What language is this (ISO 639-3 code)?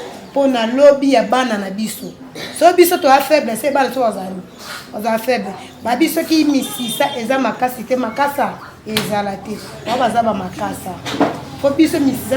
lin